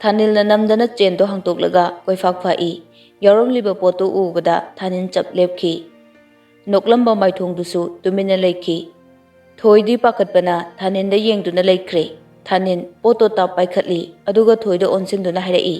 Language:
Manipuri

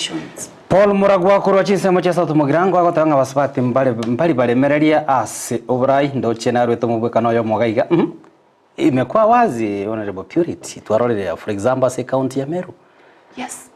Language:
Gusii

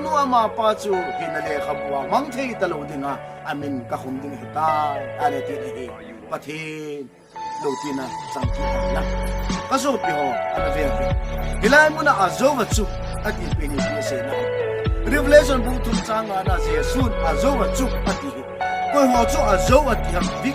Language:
Thado Chin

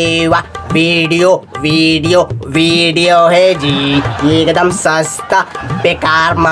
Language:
Chhattisgarhi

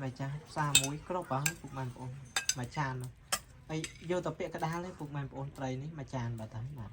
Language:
Khmer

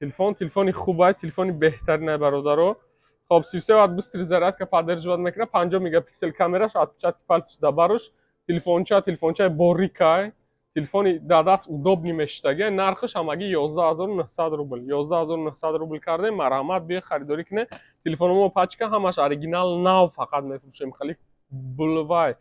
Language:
Tajik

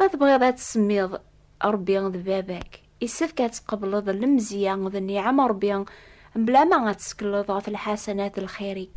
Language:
Kabyle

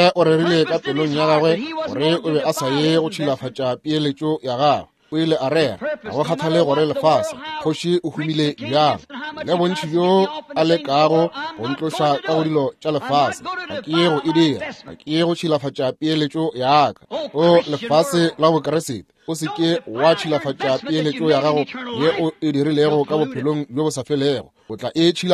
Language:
Northern Sotho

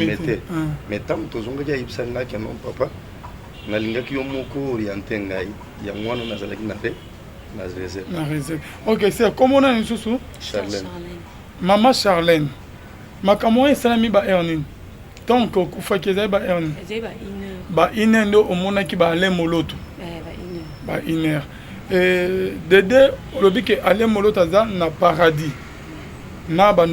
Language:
Lingala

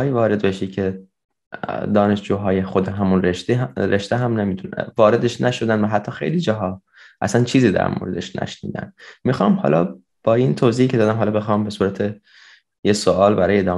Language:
Persian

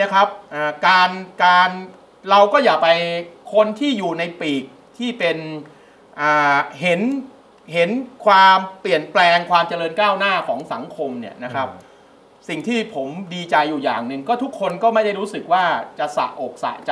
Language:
Thai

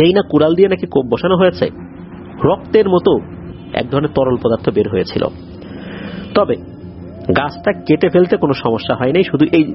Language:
Bangla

